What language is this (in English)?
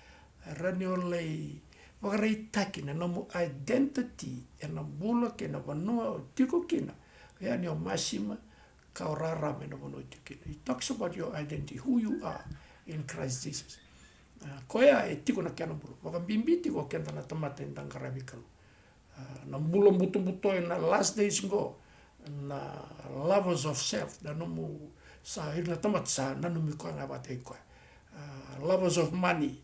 Fijian